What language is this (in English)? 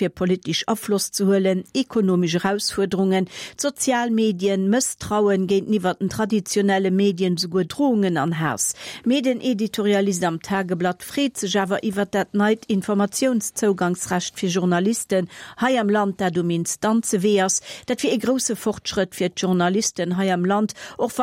Luxembourgish